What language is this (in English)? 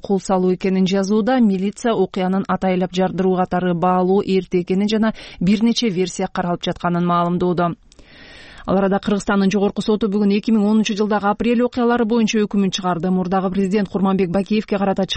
Kyrgyz